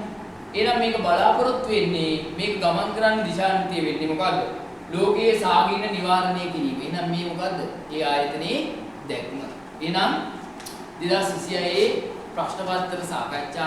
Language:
Sinhala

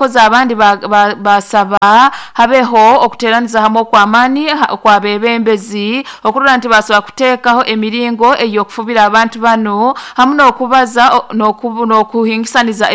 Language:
Nyoro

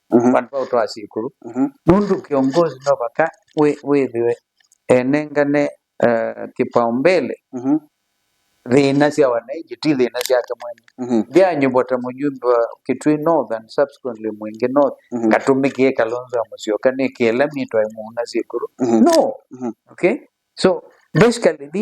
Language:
Kamba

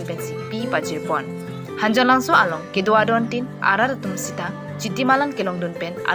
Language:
Karbi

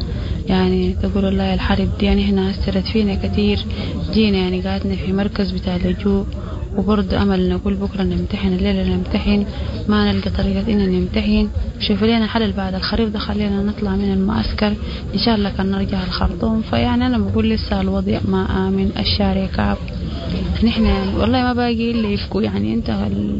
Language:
Sudanese Arabic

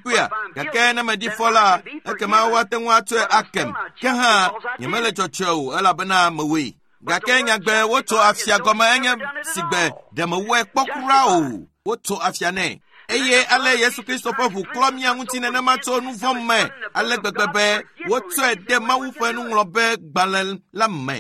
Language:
Ewe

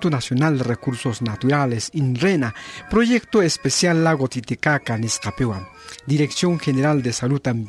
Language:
South Bolivian Quechua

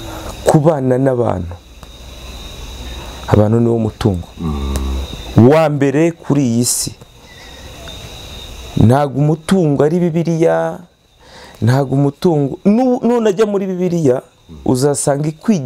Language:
Kinyarwanda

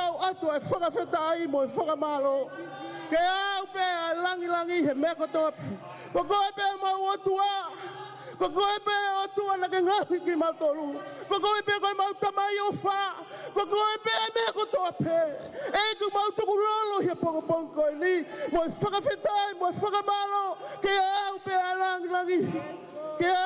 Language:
Tongan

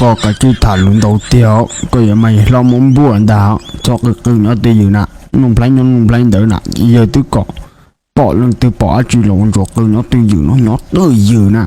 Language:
Hmong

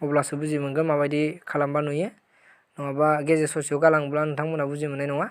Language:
Bodo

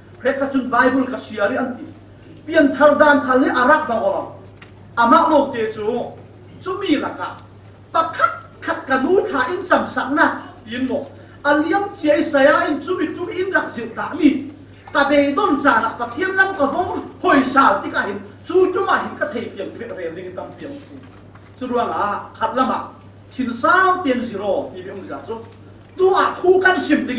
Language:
Falam Chin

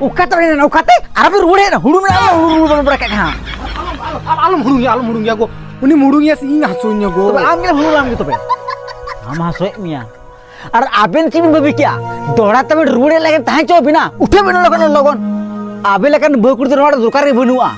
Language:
Santali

